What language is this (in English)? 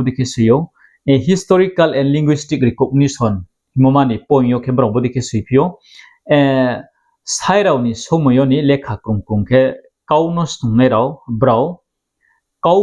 Riang (India)